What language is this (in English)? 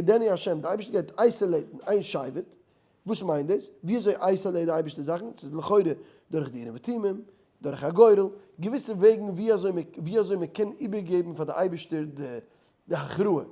Yiddish